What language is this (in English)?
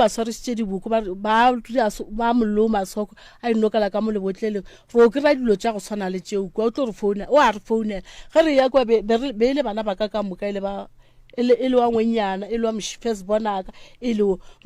Northern Sotho